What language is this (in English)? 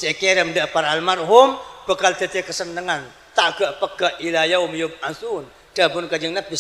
Madurese